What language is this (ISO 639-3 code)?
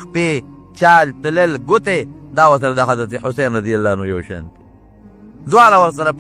pus